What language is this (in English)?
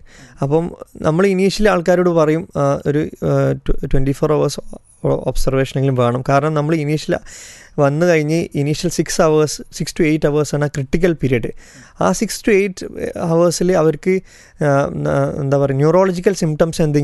Malayalam